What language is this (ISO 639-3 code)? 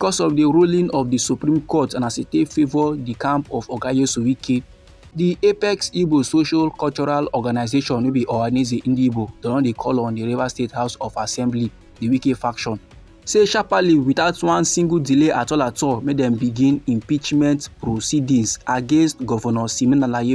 pcm